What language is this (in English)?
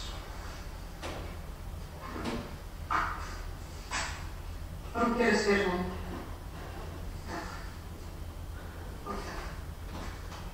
Bulgarian